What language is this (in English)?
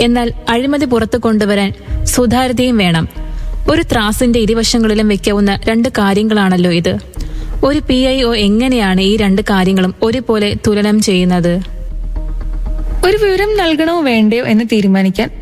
Malayalam